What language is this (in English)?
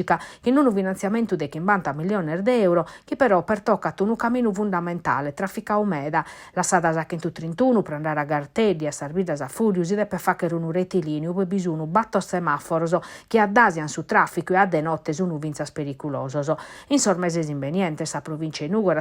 Sardinian